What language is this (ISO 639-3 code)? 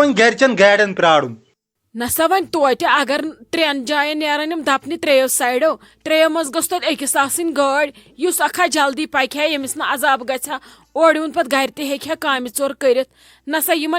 kas